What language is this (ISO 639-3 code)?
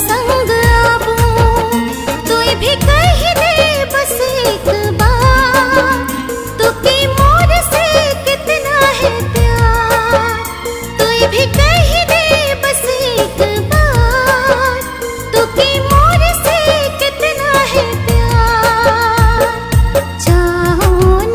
sck